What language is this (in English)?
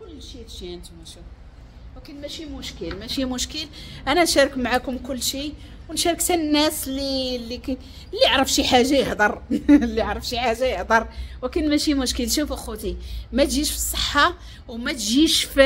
Moroccan Arabic